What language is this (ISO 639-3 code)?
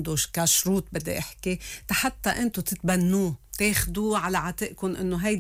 apc